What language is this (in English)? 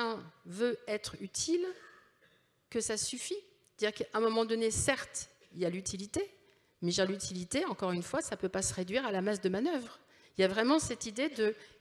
French